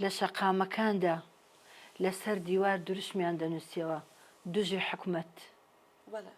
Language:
Central Kurdish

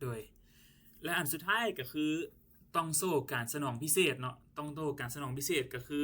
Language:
Lao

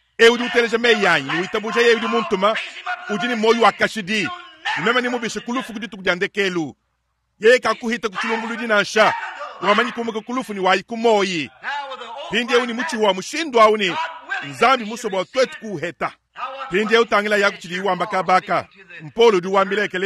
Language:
Luba-Lulua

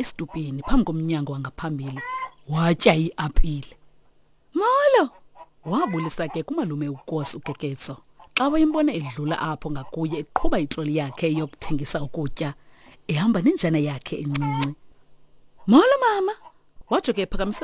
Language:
Xhosa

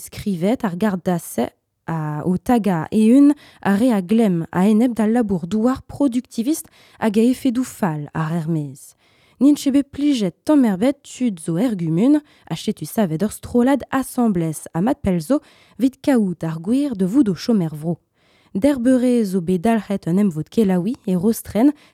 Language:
Breton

